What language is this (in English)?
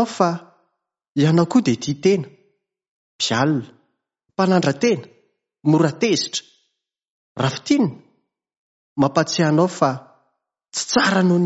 Malagasy